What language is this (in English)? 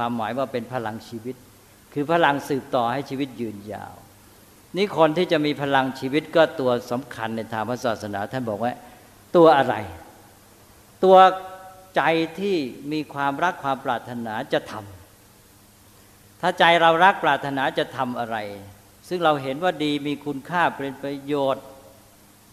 Thai